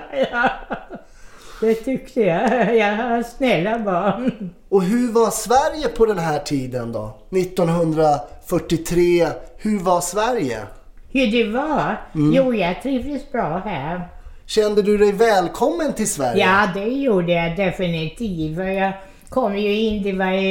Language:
Swedish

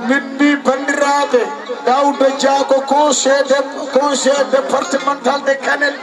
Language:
Fula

